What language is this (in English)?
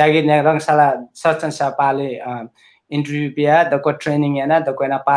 Newari